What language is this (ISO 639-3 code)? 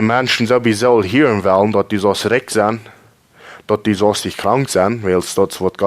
pdt